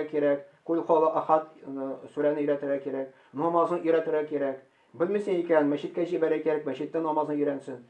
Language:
Tatar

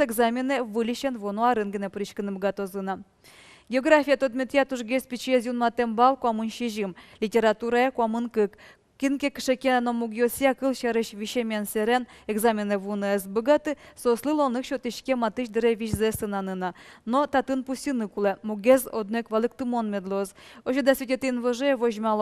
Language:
Udmurt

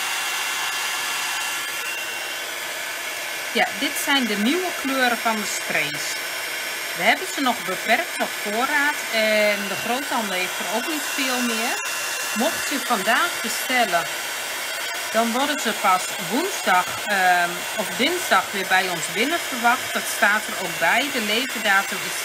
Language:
Dutch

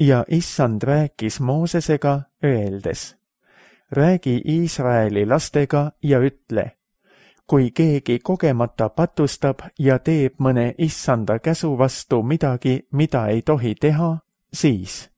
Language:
Estonian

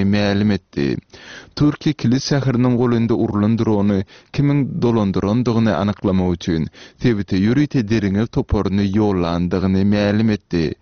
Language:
Turkmen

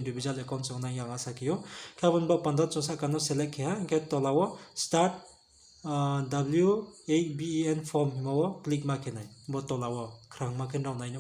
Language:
Riang (India)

